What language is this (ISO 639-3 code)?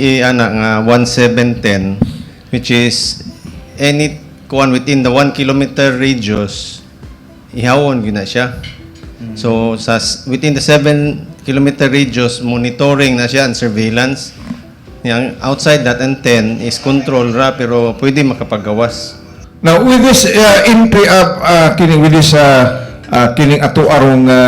ceb